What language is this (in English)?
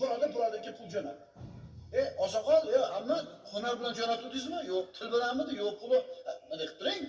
Uzbek